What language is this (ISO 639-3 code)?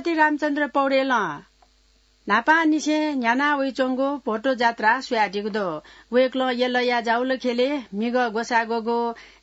new